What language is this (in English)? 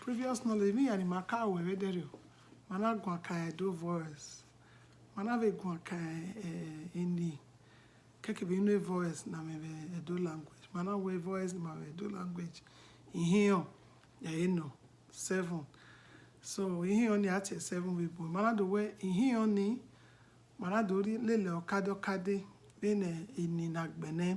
Bini